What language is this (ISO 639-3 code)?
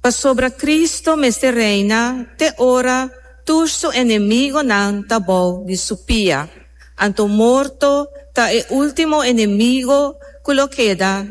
pap